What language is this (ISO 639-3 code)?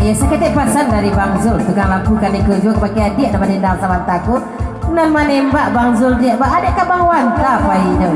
min